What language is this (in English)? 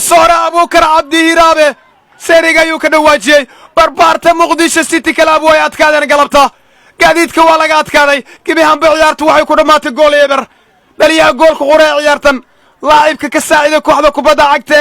Somali